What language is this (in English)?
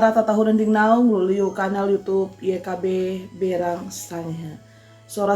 Sangir